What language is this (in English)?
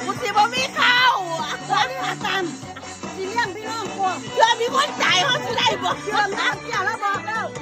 Lao